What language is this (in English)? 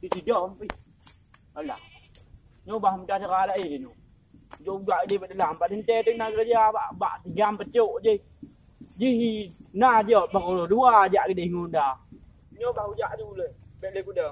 Achinese